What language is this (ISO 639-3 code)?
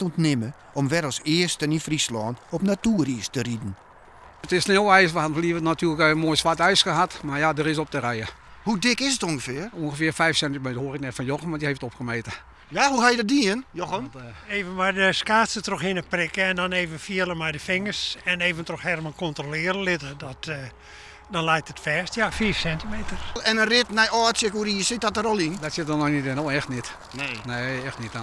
fry